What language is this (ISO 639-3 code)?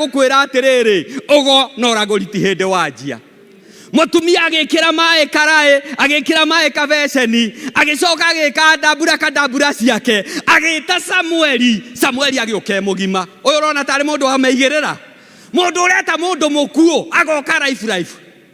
kik